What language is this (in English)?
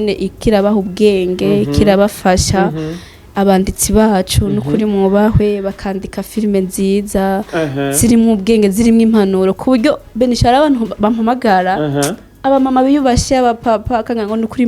Rundi